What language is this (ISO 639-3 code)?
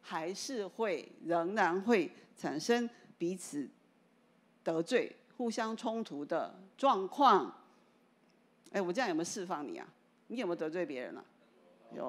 zho